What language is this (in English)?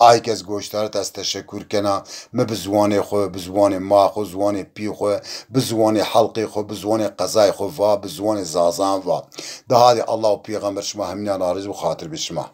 Zaza